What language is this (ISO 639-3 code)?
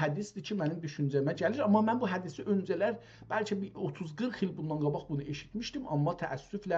azb